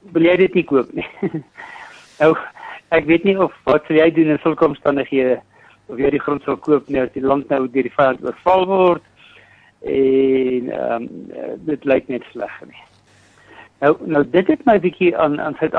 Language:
Afrikaans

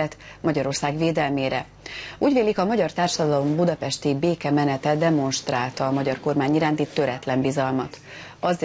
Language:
Hungarian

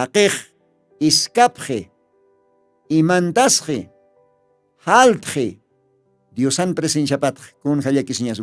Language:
Aymara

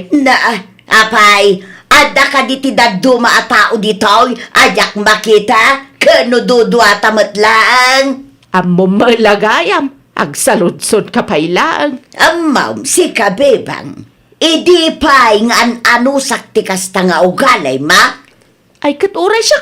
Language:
Iloko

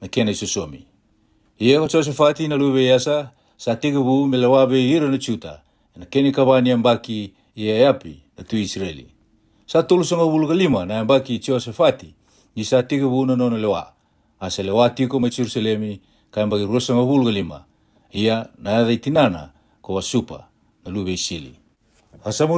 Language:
Fijian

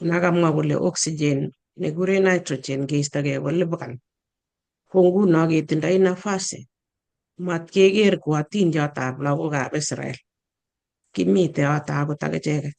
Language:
Kalenjin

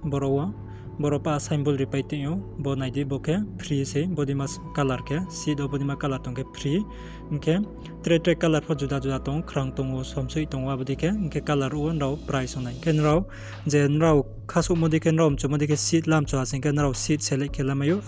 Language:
Riang (India)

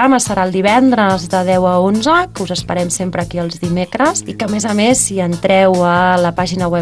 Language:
Catalan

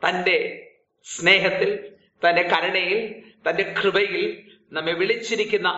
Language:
Malayalam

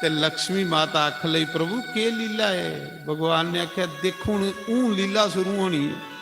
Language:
Dogri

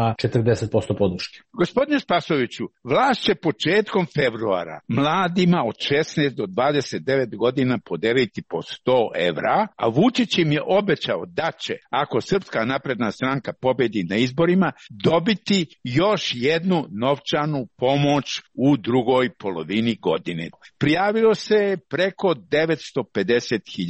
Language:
Serbian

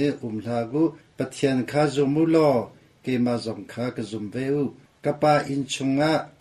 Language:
Hakha Chin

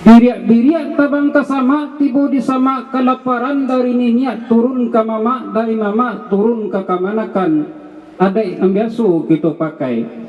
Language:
Minangkabau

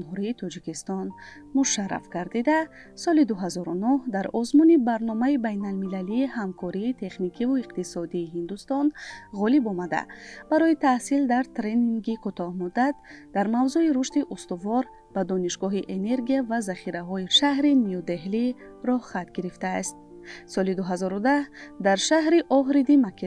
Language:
Tajik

